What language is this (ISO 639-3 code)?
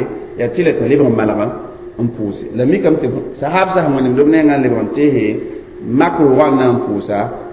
mos